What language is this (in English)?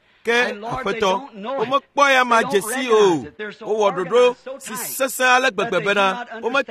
Ewe